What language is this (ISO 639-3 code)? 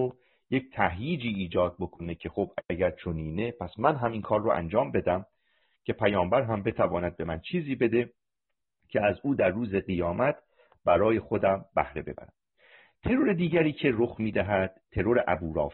fas